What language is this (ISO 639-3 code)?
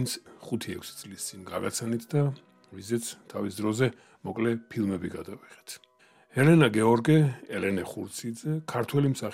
kat